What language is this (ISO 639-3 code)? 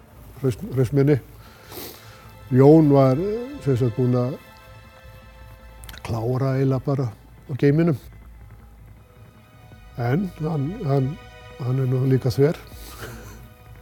isl